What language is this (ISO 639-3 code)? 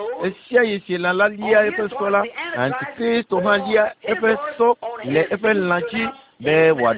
ewe